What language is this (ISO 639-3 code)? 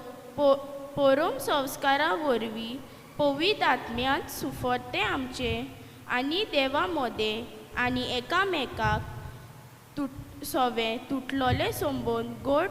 kok